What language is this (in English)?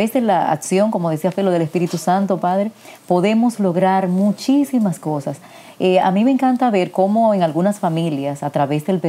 Spanish